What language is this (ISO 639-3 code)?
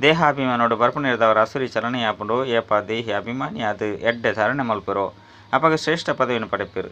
tcy